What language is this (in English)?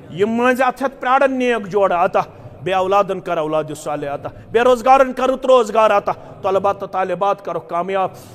Kashmiri